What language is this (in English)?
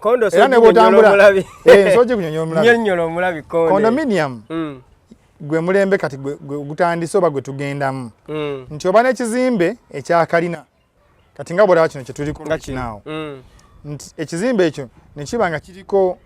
Ganda